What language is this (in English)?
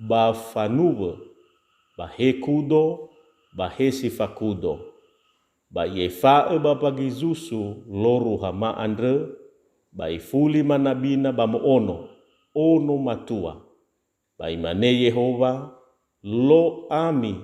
Nias